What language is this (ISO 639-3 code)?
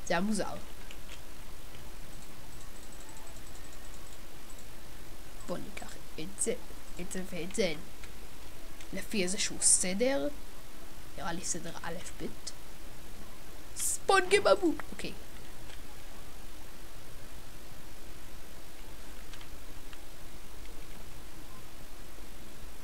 heb